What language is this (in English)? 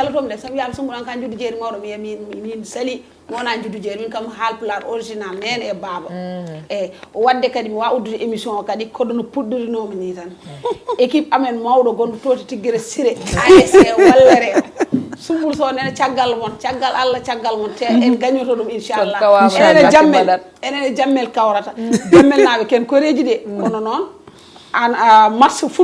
Fula